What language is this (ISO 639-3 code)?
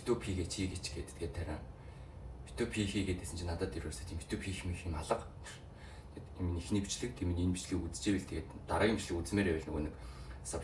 mon